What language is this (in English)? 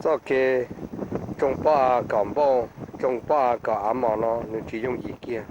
Hmong